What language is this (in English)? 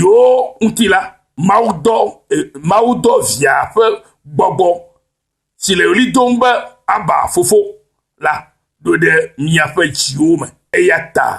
Ewe